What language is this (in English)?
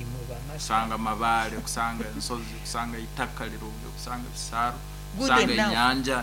Nyankole